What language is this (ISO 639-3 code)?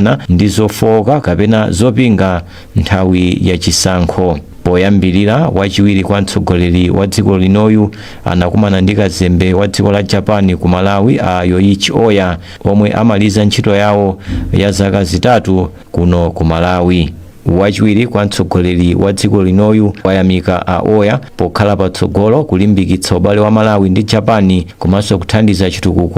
nya